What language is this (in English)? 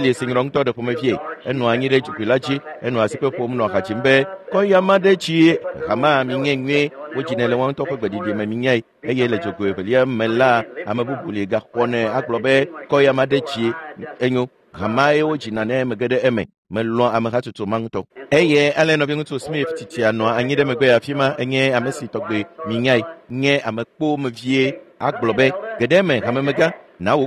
Ewe